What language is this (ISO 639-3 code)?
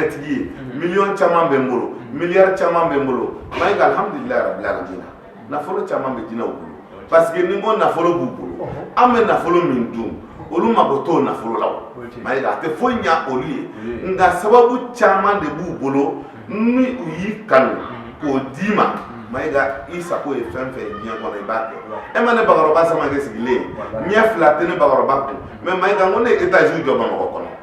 bam